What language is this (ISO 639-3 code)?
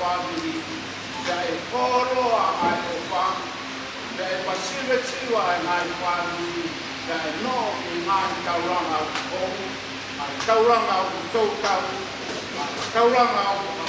ton